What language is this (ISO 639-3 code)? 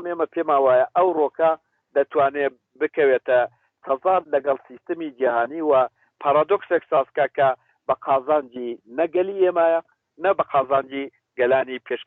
ckb